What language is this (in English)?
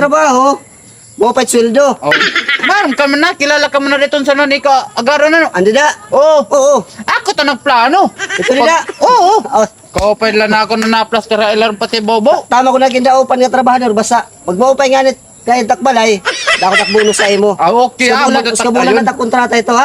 Waray